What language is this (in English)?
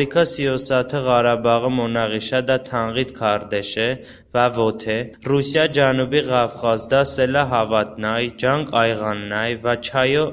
Talysh